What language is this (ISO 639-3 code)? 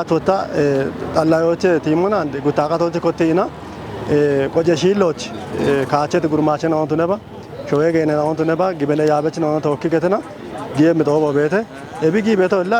kbr